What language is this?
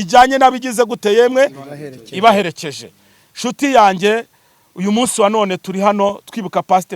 Kinyarwanda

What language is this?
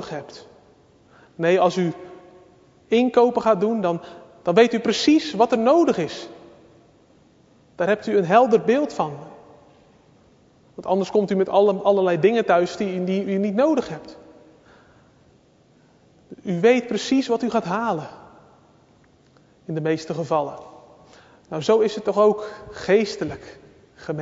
Dutch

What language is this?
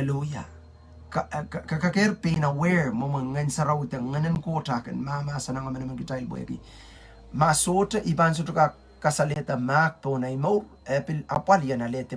Pohnpeian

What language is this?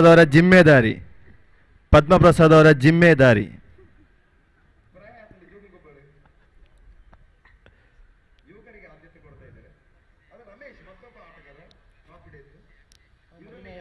Kannada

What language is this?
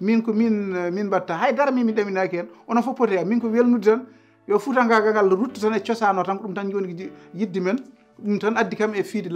Fula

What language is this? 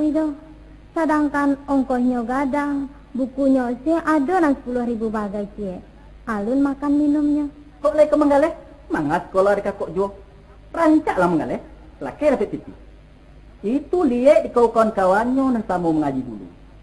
Minangkabau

